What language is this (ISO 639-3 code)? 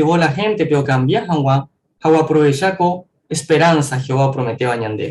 grn